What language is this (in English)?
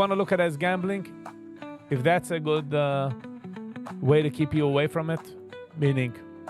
Yiddish